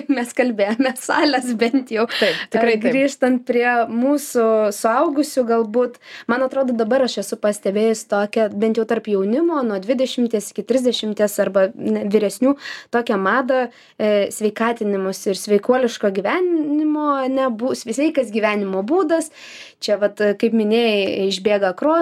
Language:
Lithuanian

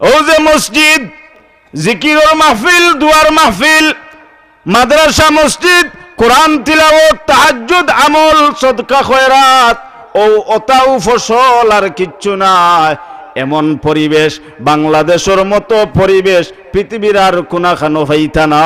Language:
Sylheti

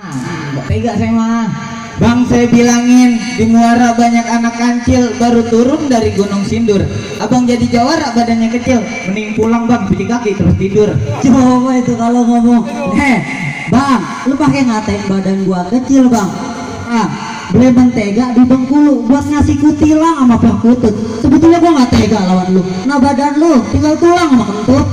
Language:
Betawi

